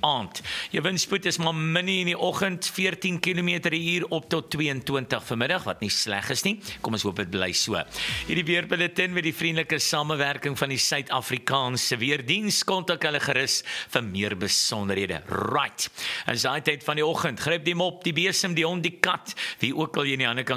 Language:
Afrikaans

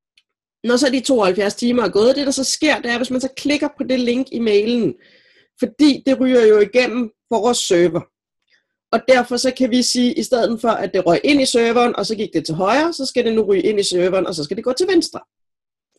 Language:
Danish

